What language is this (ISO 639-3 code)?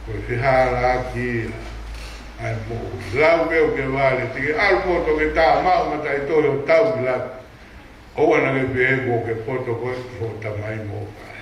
ton